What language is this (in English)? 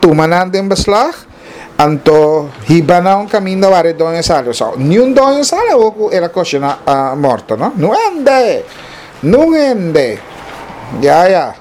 Papiamento